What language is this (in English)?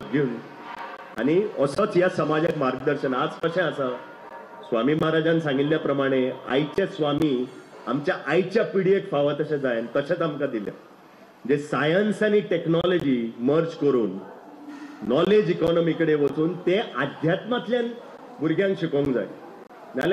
Konkani